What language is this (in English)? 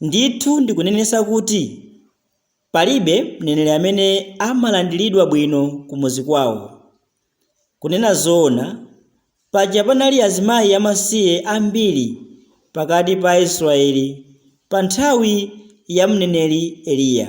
Nyanja